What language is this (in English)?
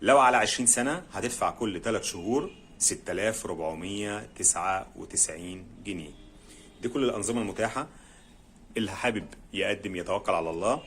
Egyptian Arabic